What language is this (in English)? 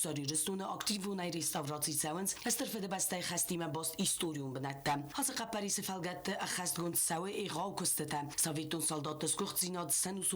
Ossetic